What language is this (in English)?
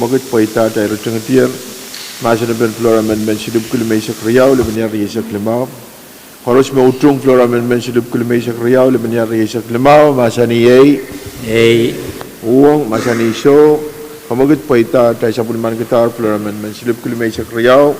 Pohnpeian